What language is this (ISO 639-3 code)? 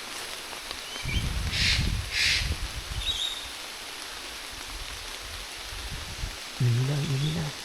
lao